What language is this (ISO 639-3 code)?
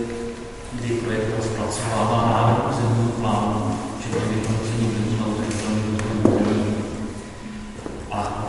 ces